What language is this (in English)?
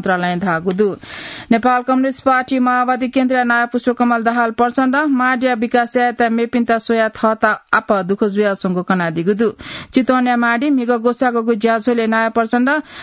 Newari